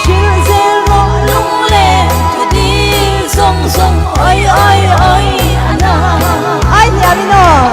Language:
Hakha Chin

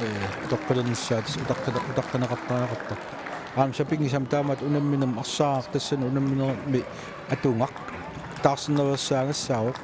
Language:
Kalaallisut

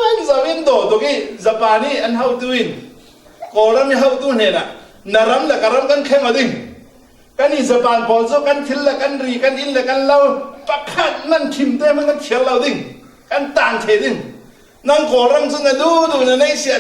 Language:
Falam Chin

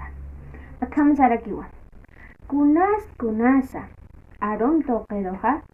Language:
Aymara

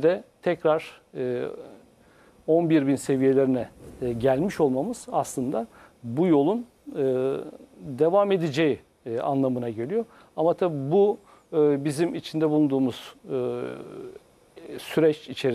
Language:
Turkish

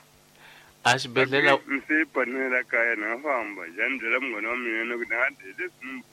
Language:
Tsonga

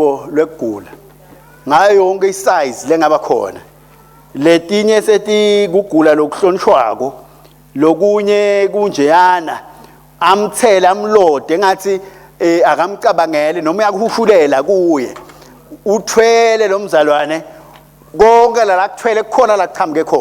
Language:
Swati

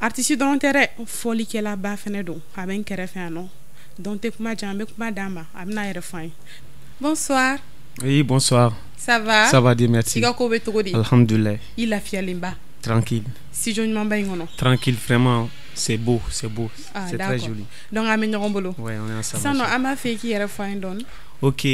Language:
Bambara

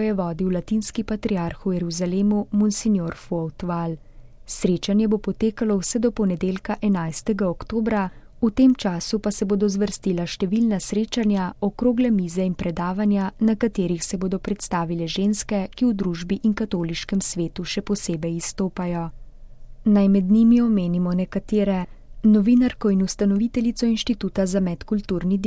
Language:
Slovenian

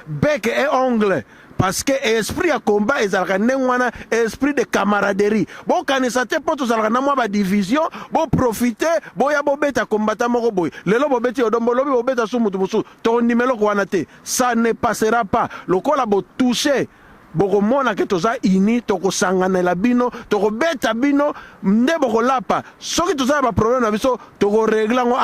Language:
Lingala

